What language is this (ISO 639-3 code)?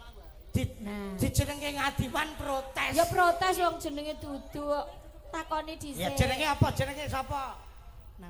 jav